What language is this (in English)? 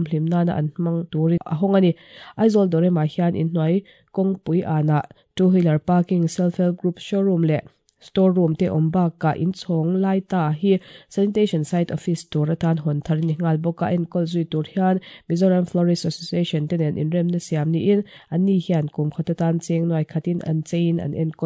Mizo